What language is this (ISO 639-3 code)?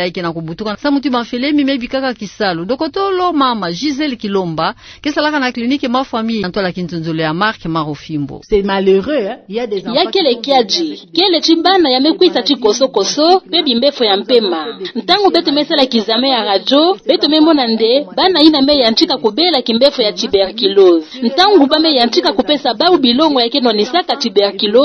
ktu